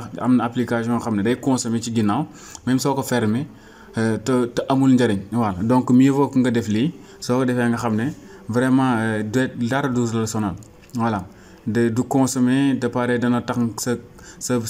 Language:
Wolof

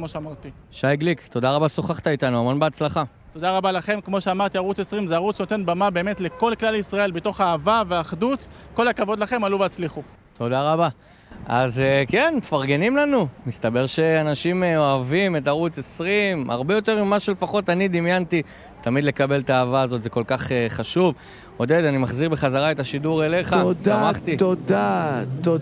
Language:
Hebrew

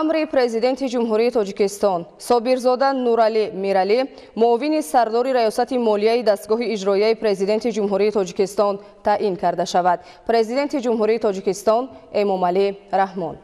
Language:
Tajik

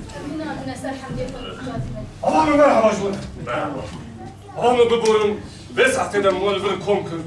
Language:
Kurdish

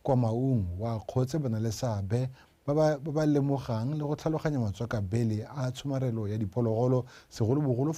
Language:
Tswana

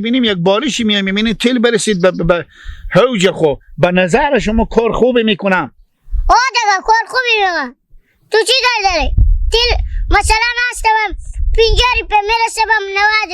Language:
Hazaragi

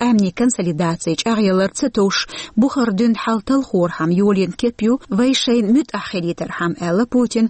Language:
Chechen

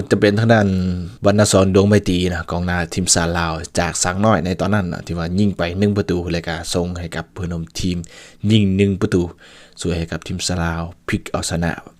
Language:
Lao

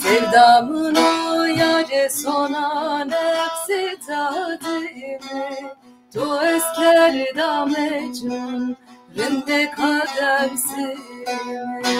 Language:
Zaza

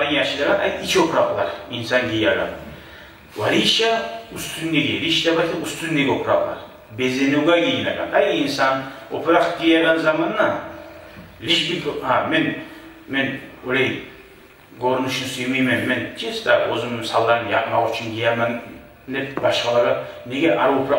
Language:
Kumyk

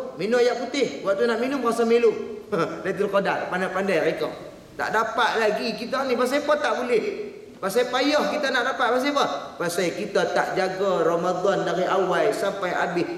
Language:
Malay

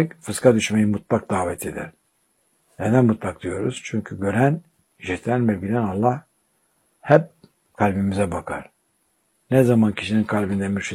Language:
Turkish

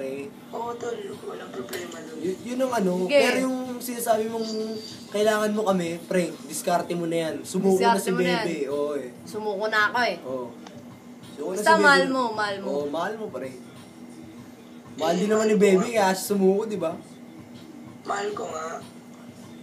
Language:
Filipino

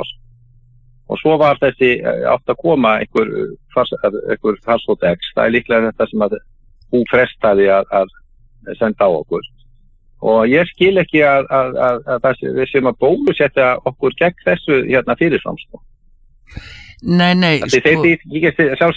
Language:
Icelandic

